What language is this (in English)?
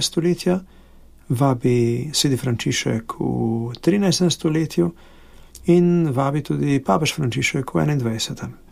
Slovenian